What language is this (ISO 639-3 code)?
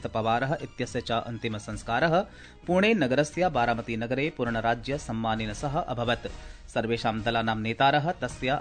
san